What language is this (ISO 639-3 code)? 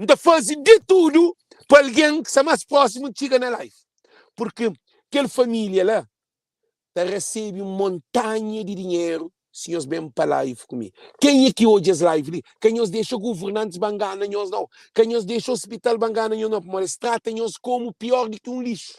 kea